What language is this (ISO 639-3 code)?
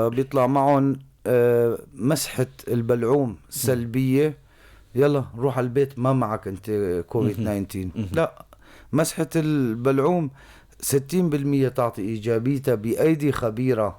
apc